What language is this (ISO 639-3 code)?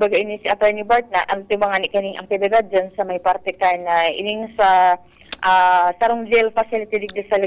bik